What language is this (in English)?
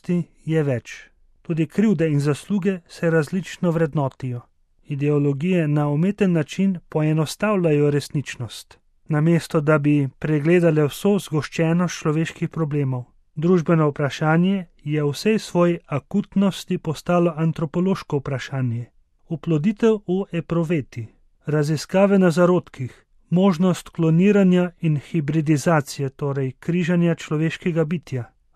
Slovenian